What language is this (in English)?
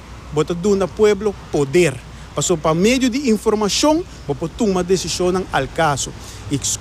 Papiamento